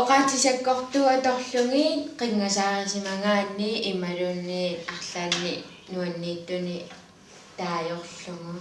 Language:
Kalaallisut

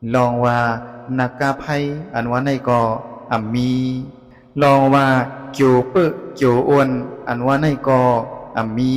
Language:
Shan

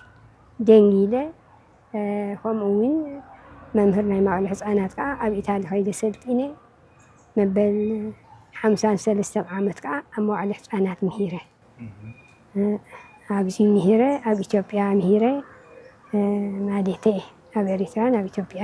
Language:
Tigrinya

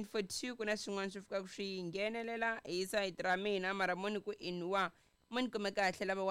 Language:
Tsonga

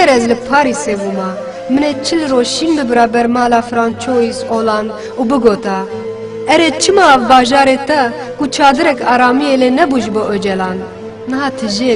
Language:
Kurdish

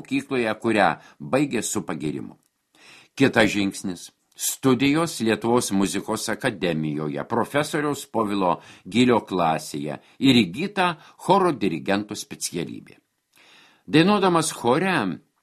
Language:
Lithuanian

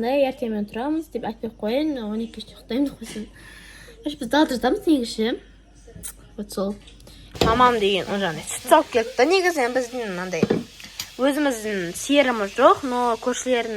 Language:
Kazakh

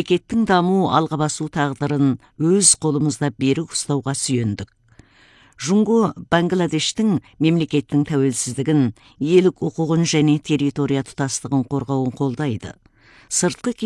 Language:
Kazakh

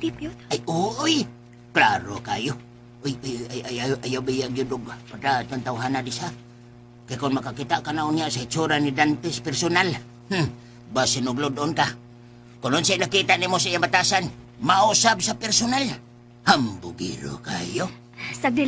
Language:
Cebuano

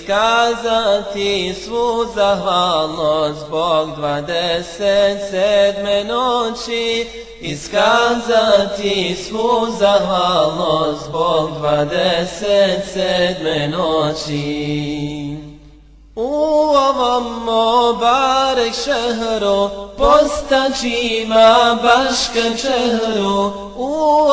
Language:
Bosnian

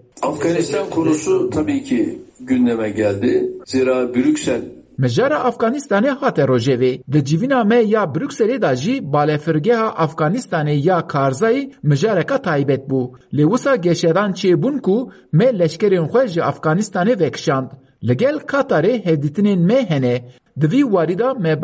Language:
Kurdish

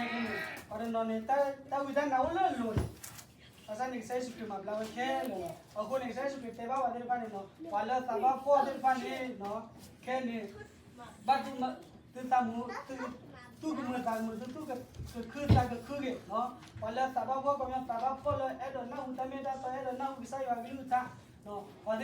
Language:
S'gaw Karen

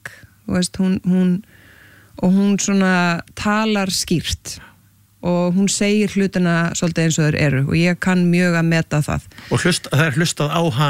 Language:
Icelandic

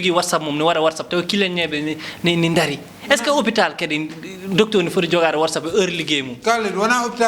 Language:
Fula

